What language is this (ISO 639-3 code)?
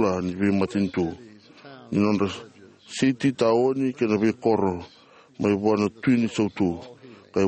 fij